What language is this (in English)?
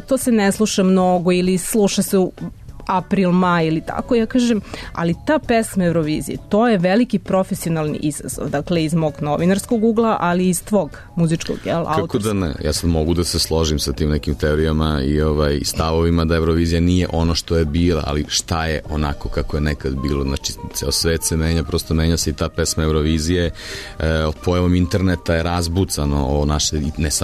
Serbian